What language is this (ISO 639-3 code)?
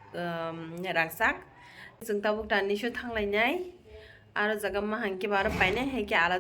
trp